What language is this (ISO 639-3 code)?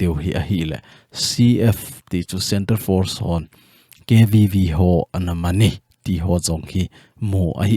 tcz